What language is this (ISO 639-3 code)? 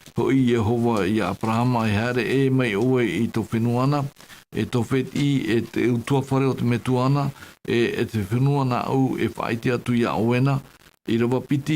tah